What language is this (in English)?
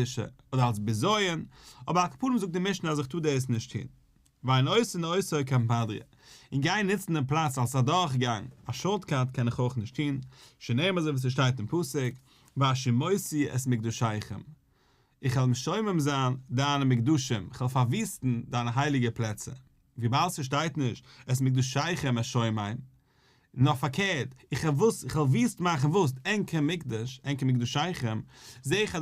Yiddish